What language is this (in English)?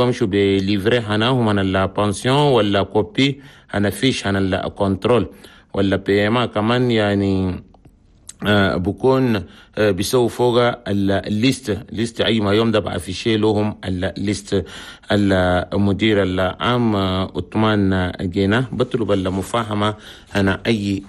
Chadian Arabic